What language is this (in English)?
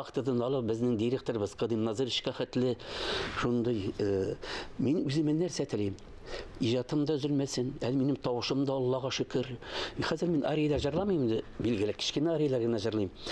Tatar